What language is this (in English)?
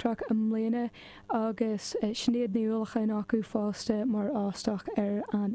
Irish